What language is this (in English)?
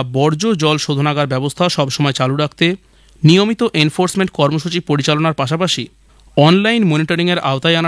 Bangla